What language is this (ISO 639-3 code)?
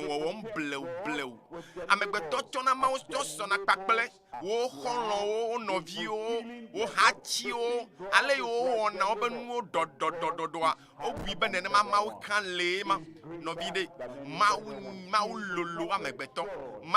ewe